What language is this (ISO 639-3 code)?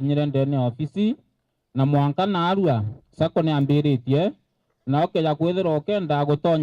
mer